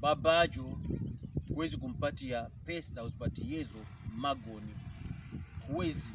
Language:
Pokomo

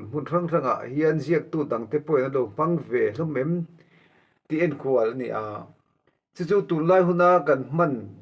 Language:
Mizo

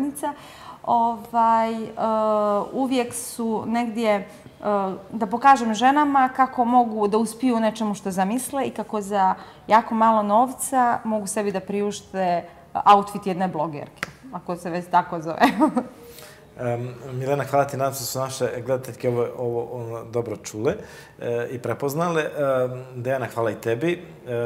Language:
Bosnian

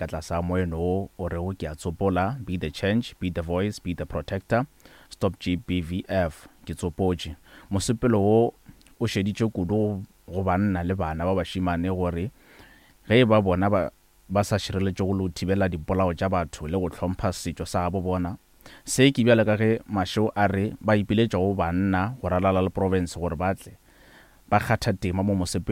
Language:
Northern Sotho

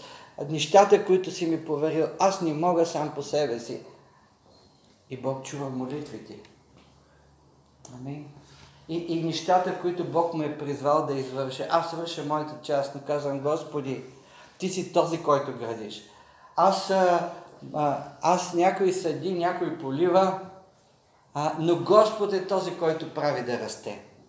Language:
Bulgarian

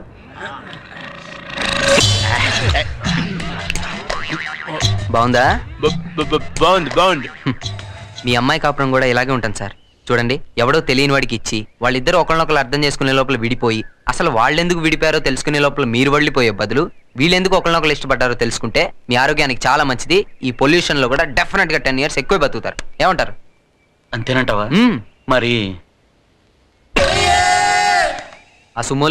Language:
Telugu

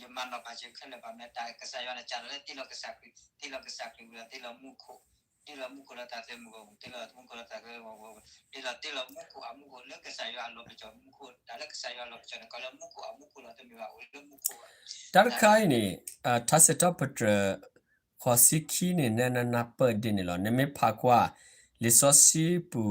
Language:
S'gaw Karen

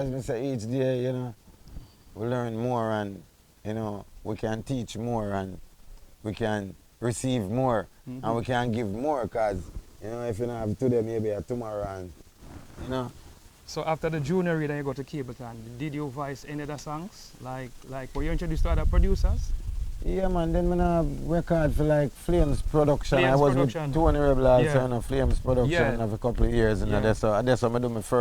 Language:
Jamaican Creole English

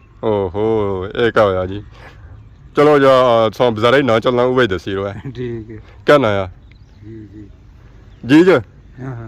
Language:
Pahari-Potwari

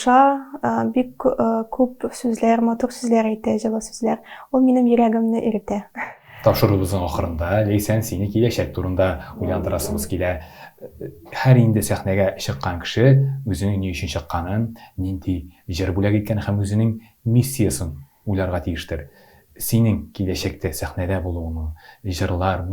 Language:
Tatar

